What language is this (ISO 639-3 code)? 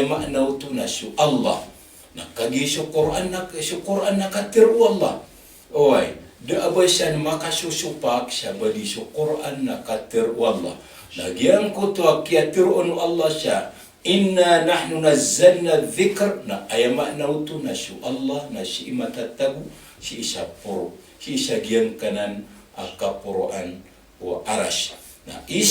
mrw